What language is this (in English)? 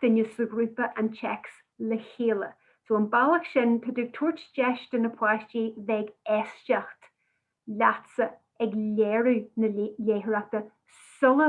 Irish